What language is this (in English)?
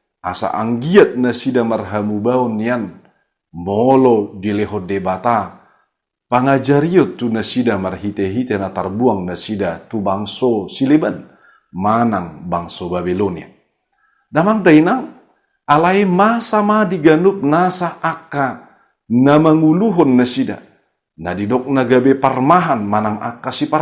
Batak Toba